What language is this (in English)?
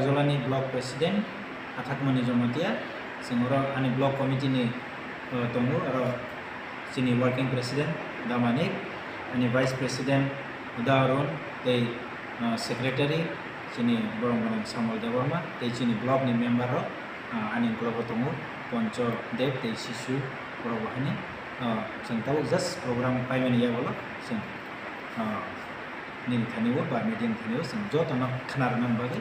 Kok Borok